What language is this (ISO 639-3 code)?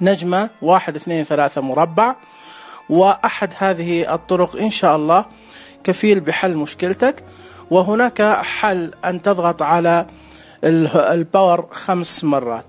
ars